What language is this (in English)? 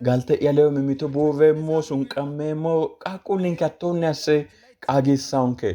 Sidamo